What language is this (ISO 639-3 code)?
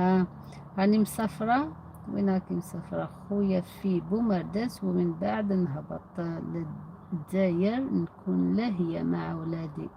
arq